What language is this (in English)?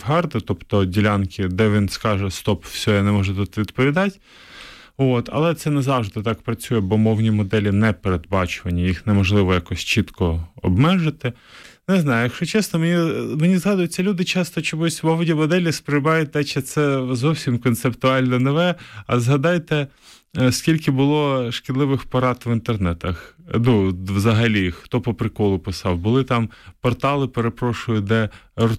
Ukrainian